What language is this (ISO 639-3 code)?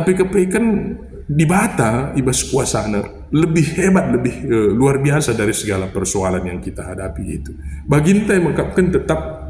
btx